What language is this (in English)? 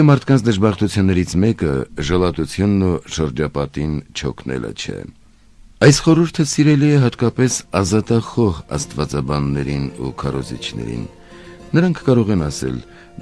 Armenian